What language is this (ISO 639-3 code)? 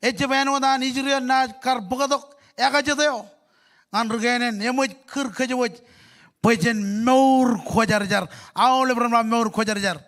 mah